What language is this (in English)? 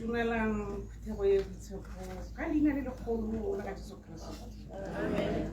Tswana